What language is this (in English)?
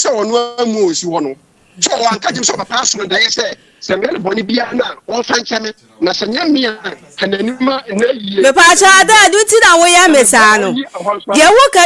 Akan